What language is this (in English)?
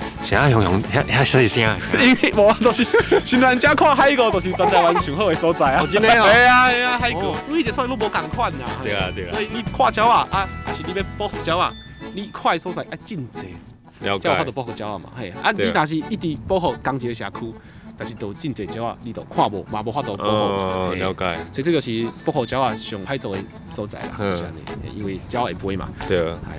Min Nan Chinese